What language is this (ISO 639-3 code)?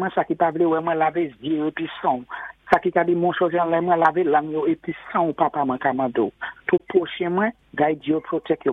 acf